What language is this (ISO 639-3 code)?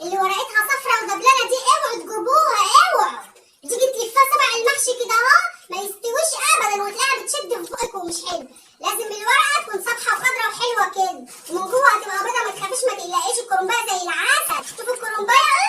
arz